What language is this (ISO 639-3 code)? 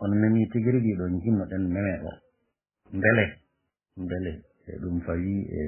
ful